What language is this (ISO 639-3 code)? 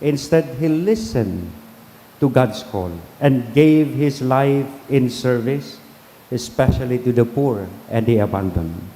bik